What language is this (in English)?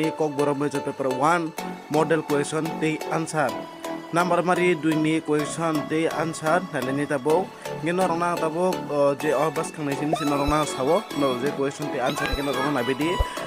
Kok Borok